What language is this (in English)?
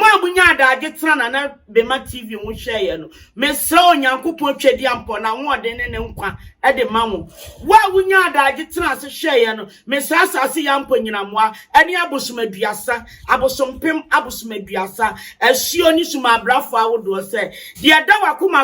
Akan